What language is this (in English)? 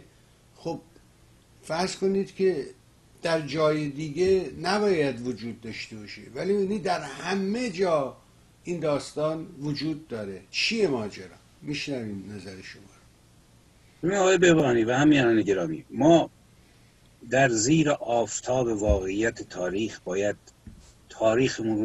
Persian